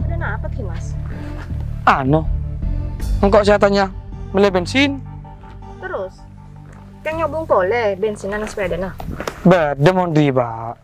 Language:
Madurese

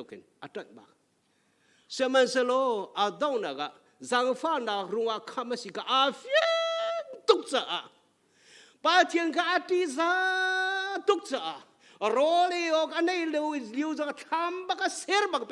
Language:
Hakha Chin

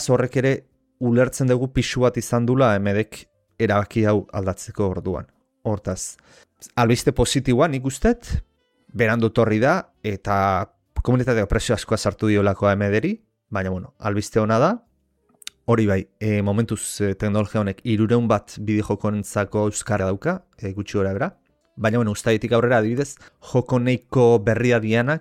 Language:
Basque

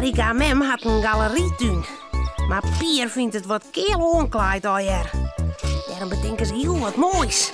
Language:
Western Frisian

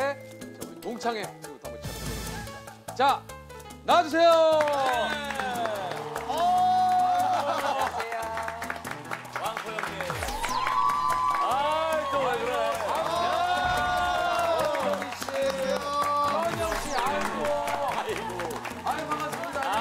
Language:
Korean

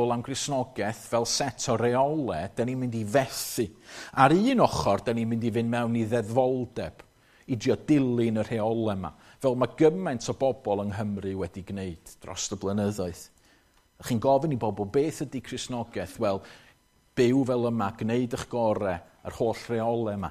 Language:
Welsh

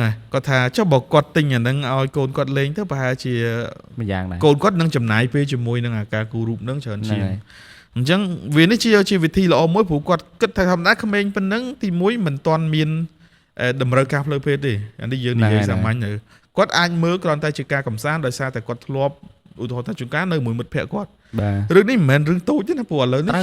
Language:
Khmer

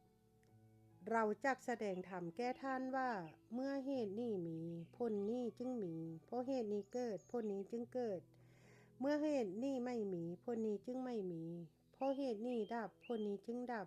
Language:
Lao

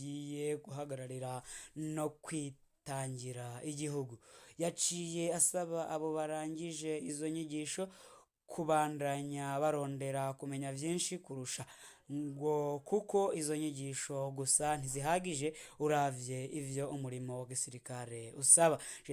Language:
Rundi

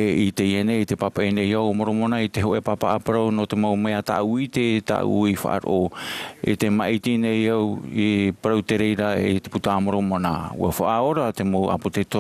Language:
Tahitian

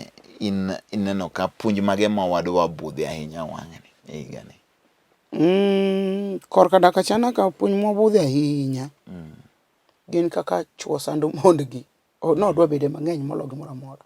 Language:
Luo (Kenya and Tanzania)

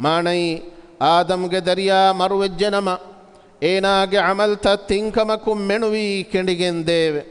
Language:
Divehi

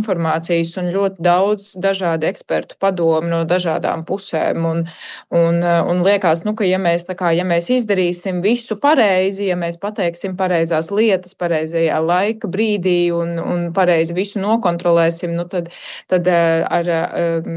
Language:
Latvian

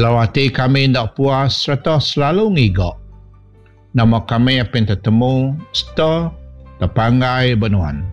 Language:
Iban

